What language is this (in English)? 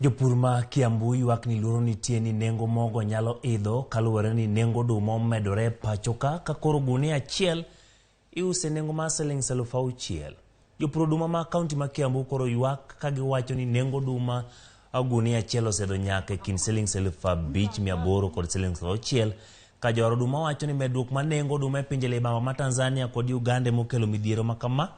Luo (Kenya and Tanzania)